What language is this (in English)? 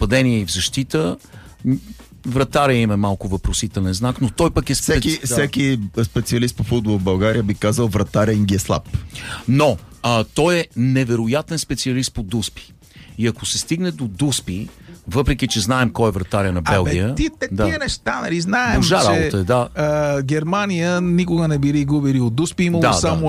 Bulgarian